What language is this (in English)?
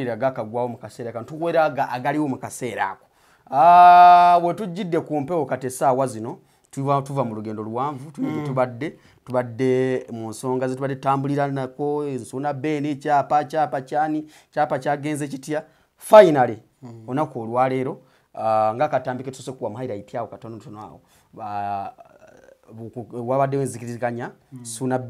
Ganda